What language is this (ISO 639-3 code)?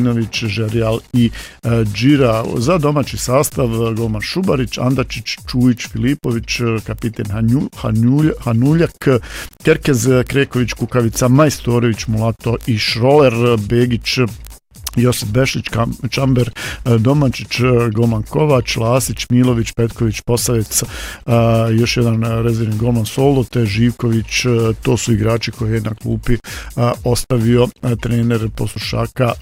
hrv